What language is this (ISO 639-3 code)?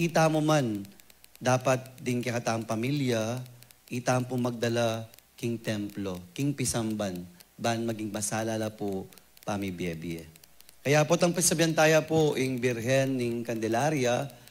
pam